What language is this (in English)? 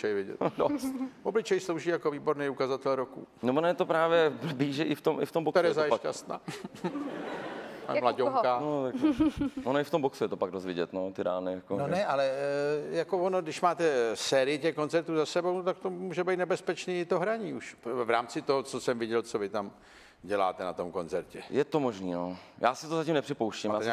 Czech